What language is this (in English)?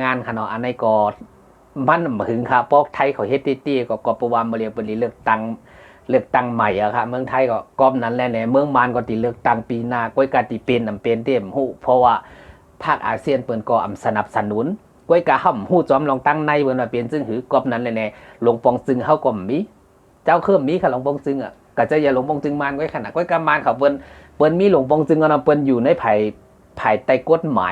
Shan